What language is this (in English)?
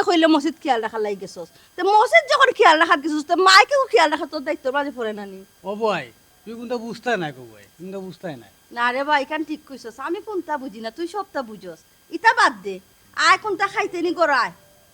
Sylheti